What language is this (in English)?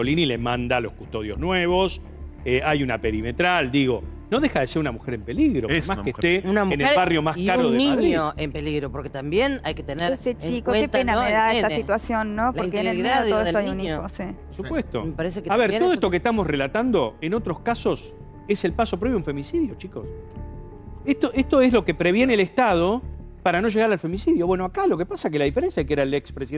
Spanish